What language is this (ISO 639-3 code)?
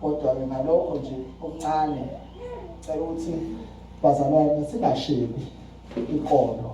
zul